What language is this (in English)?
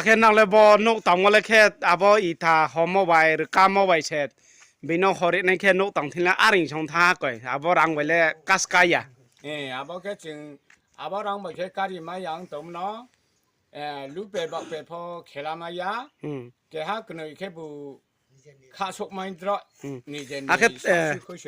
Riang (India)